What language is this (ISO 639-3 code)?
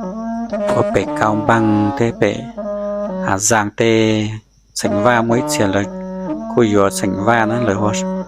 hmn